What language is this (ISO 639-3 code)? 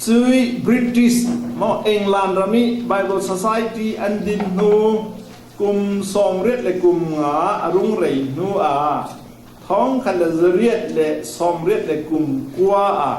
cfm